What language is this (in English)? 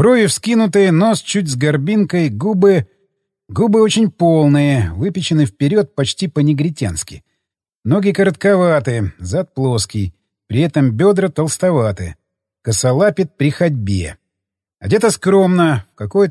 Russian